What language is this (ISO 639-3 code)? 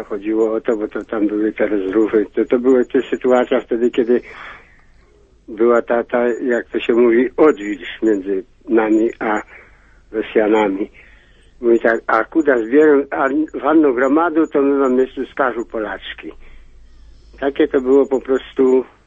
pol